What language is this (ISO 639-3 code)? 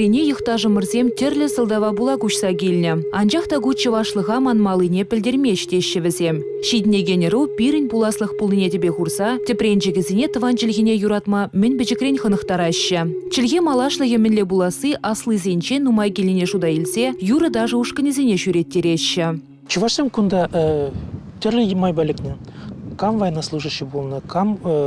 chv